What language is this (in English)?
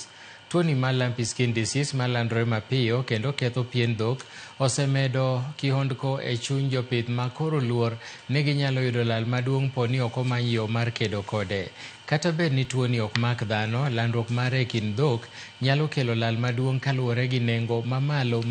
Luo (Kenya and Tanzania)